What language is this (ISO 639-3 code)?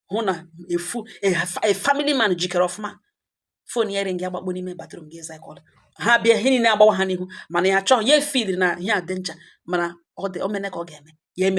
ibo